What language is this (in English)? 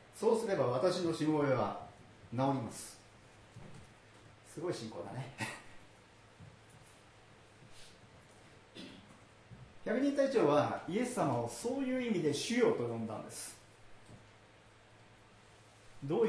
Japanese